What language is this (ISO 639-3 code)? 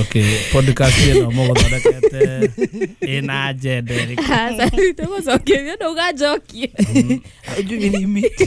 kik